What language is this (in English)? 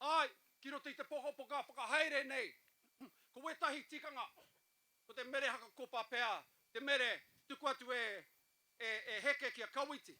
Māori